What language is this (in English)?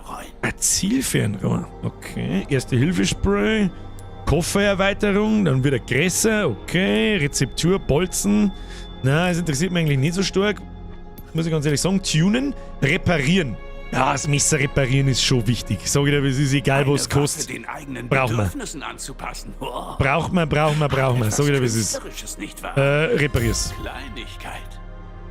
Bavarian